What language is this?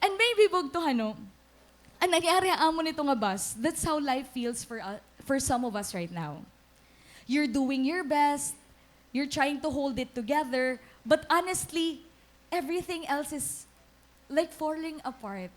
Waray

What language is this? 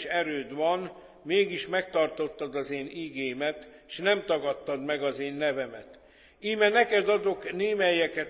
Hungarian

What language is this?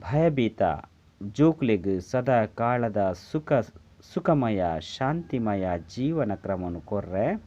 Tulu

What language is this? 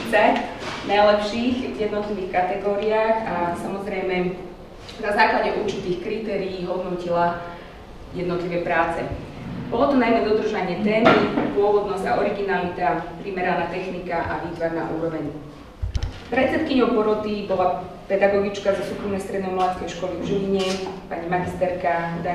Slovak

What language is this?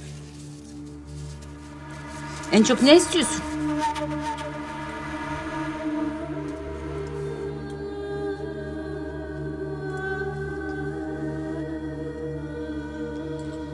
Turkish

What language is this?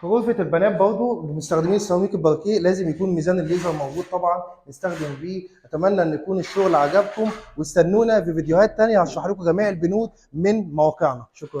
Egyptian Arabic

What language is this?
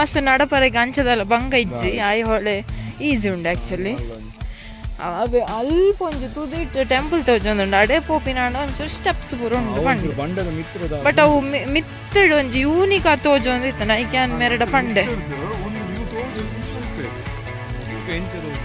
Tulu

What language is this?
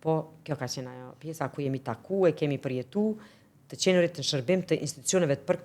Albanian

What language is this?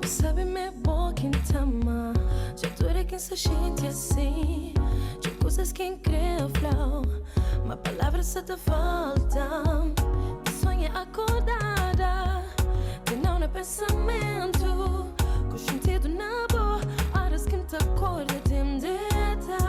Kabuverdianu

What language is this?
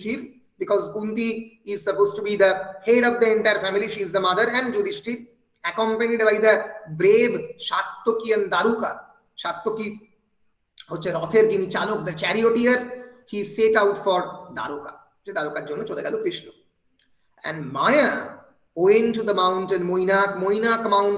Bangla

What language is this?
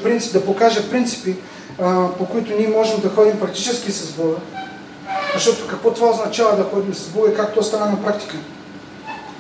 Bulgarian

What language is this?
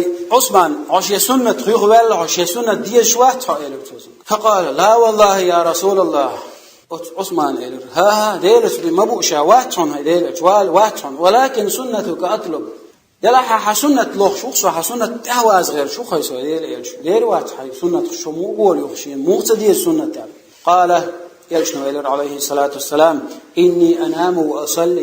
Chechen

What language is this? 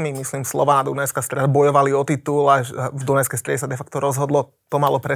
Slovak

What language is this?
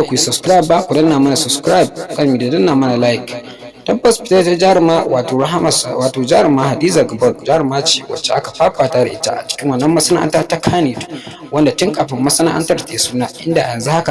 Hausa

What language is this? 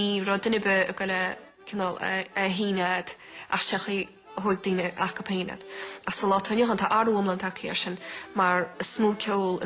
Irish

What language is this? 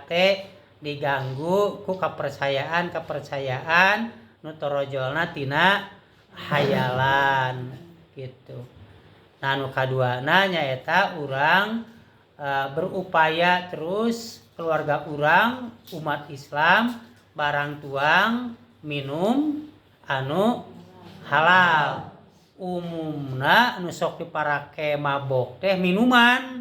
Sundanese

